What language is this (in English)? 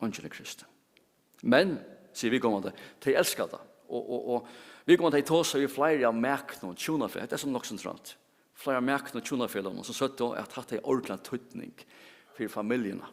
Faroese